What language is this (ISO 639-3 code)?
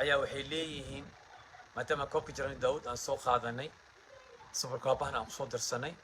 som